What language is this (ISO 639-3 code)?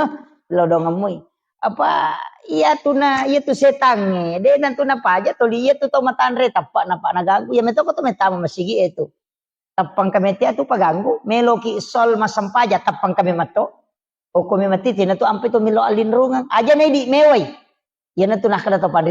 bug